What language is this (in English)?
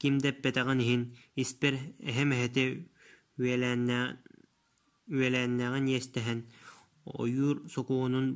Yakut